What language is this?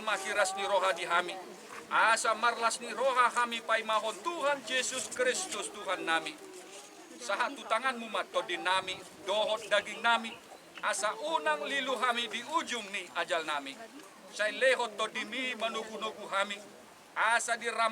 Batak Toba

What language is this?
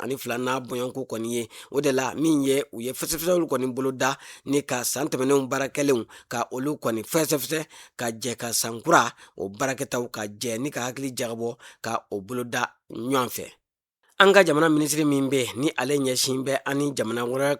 Bambara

